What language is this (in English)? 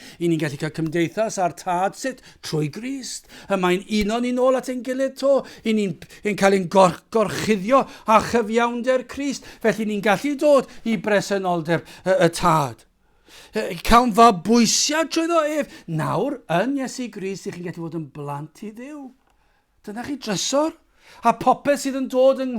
Welsh